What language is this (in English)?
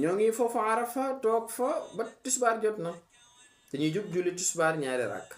Wolof